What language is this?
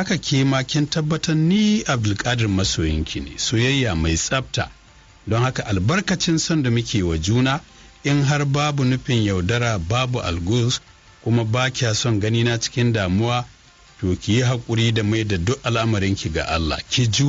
Hausa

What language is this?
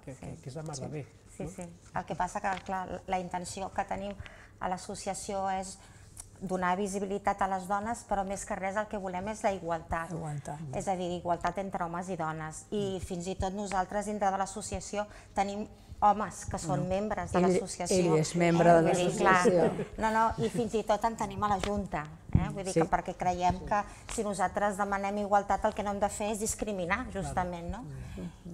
Catalan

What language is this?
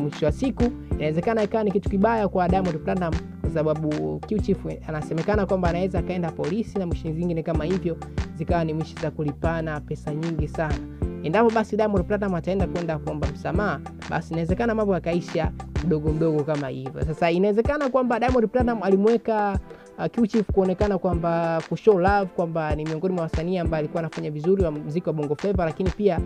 Swahili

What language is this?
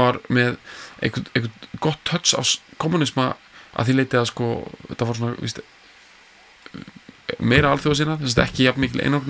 Icelandic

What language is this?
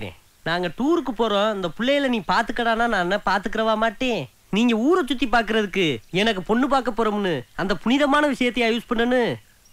Tamil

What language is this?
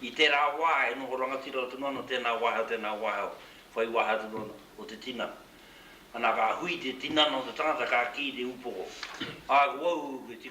Māori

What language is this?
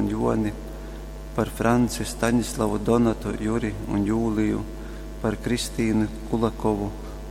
Latgalian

